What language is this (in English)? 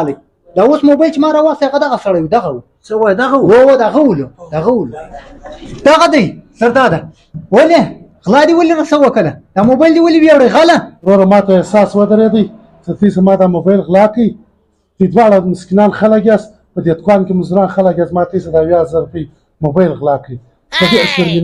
Pashto